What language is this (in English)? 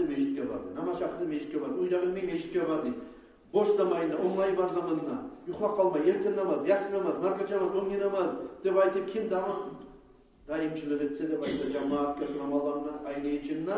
Kumyk